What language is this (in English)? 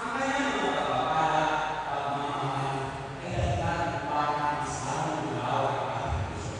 Bikol